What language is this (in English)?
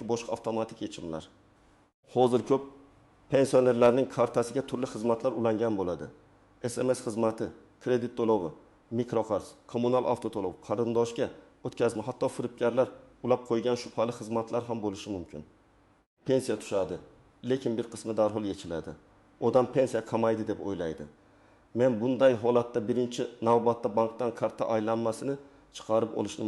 Uzbek